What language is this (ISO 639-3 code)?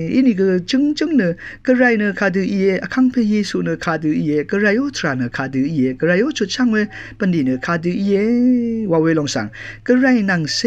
raw